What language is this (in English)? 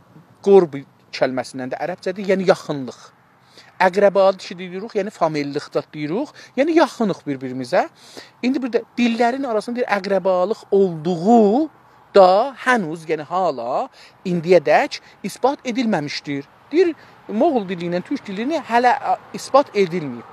South Azerbaijani